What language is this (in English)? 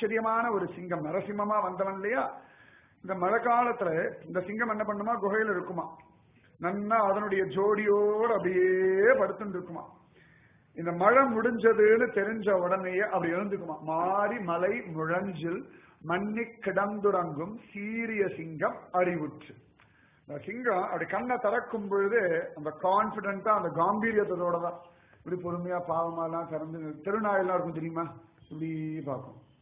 Tamil